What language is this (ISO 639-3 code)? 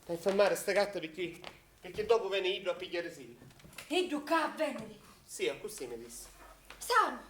scn